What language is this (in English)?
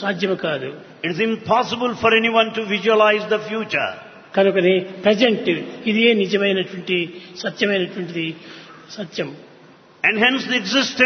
Telugu